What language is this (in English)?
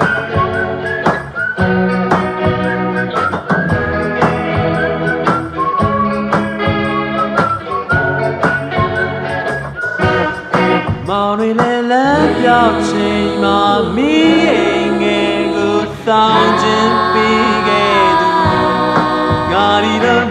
Burmese